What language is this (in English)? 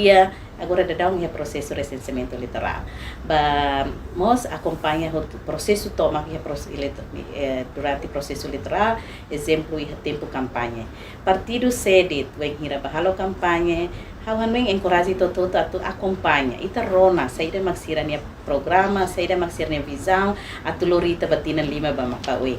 Tetum